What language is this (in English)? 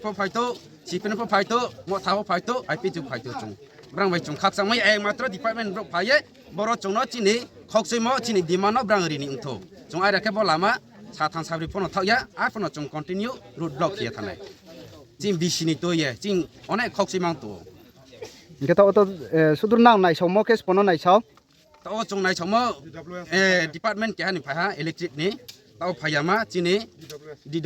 Riang (India)